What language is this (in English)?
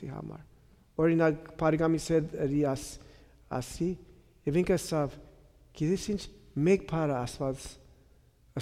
Armenian